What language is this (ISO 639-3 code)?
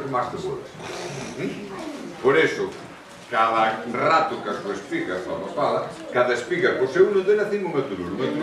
glg